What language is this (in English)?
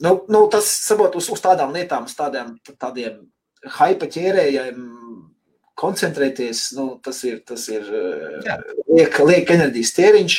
Latvian